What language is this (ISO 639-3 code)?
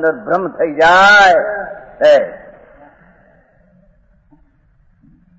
guj